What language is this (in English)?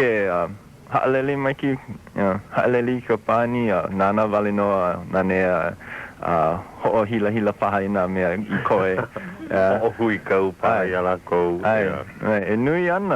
Hawaiian